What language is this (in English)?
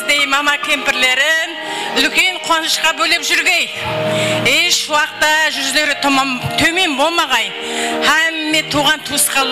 Kara-Kalpak